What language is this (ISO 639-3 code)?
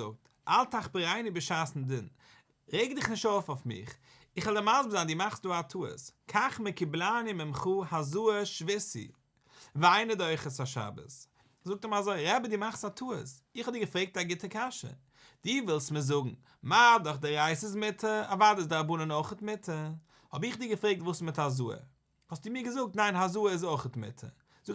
yid